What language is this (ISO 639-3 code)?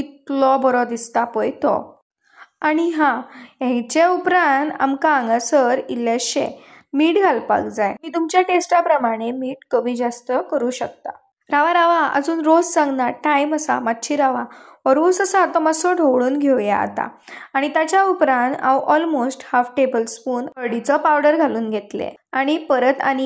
kok